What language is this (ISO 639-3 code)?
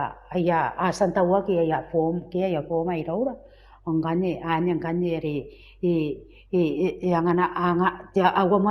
gil